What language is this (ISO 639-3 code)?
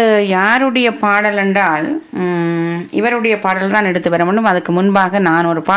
tam